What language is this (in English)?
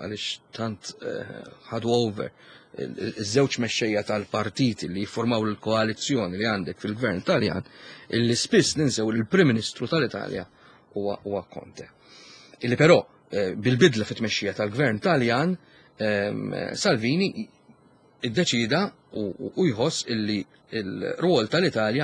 Maltese